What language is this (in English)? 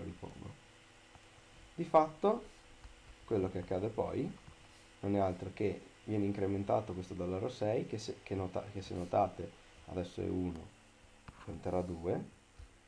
Italian